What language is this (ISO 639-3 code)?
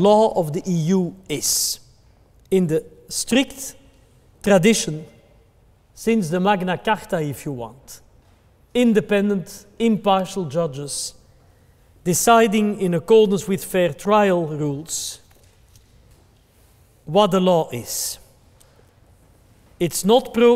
eng